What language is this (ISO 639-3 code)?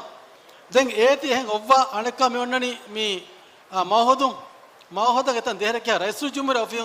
div